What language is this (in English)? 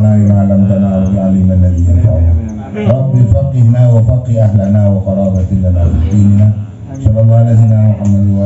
Madurese